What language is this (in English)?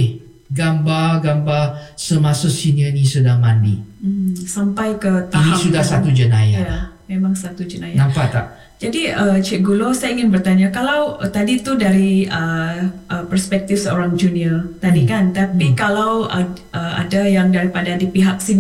Malay